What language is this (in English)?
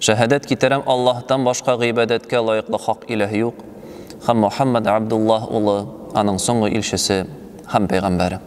Tatar